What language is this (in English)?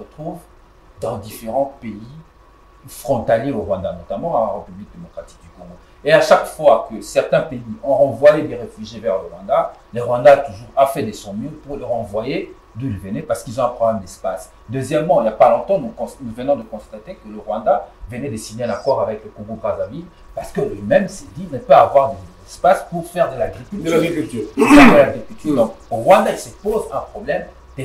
French